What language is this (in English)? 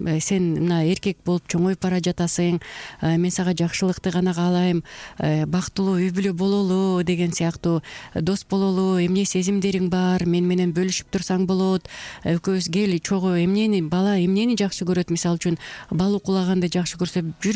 Kyrgyz